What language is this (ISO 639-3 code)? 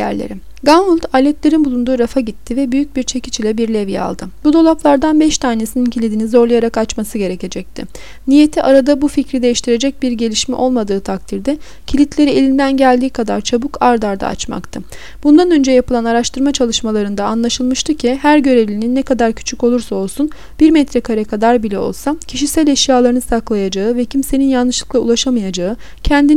tur